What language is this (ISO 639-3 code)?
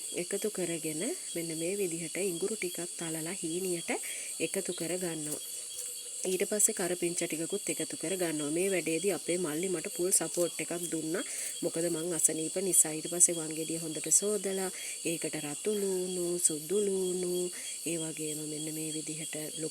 sin